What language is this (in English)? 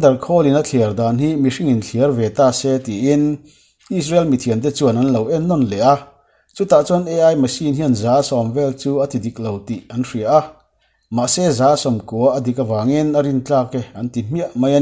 Mizo